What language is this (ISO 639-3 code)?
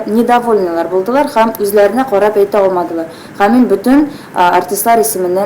tat